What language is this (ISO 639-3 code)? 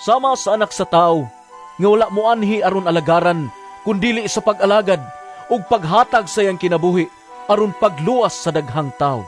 ceb